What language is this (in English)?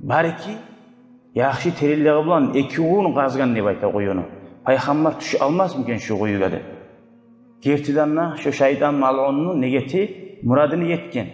Kumyk